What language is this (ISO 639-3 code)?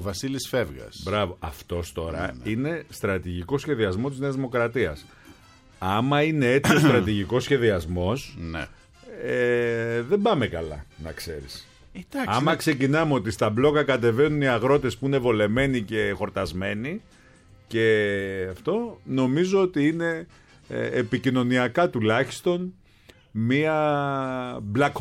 ell